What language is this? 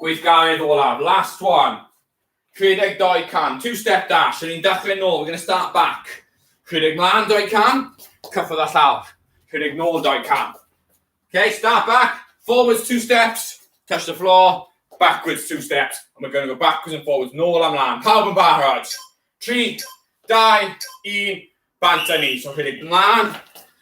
Welsh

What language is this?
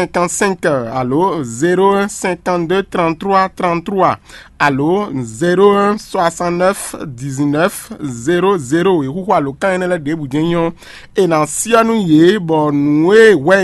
Fon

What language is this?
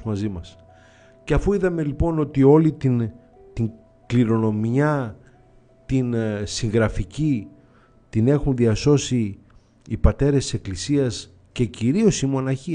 Greek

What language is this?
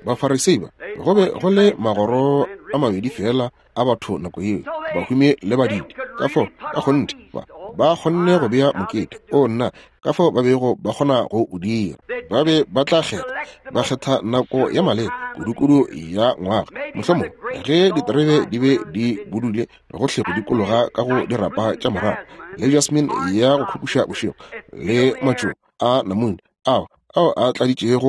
Northern Sotho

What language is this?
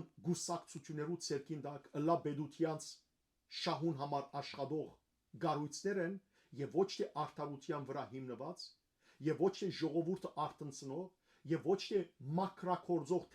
Western Armenian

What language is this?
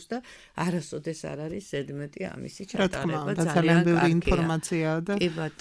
Georgian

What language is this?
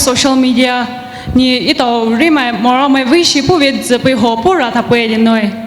Poumei Naga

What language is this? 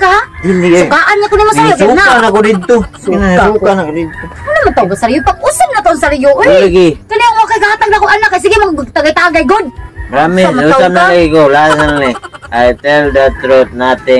Cebuano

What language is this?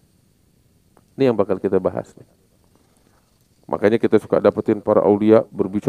Indonesian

